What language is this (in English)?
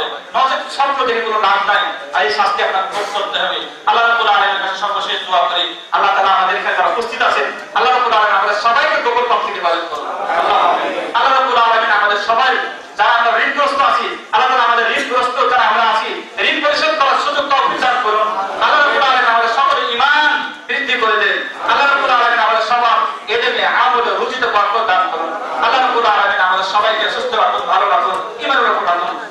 Bangla